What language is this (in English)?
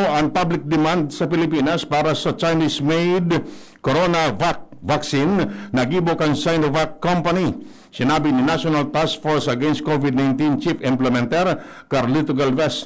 Bikol